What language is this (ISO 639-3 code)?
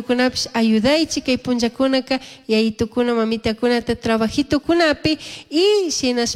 qug